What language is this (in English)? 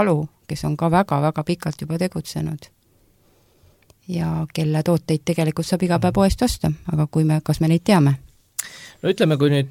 Estonian